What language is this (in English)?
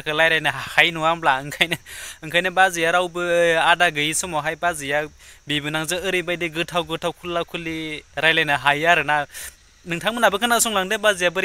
Bodo